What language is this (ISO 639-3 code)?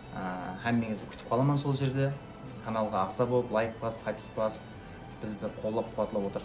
kaa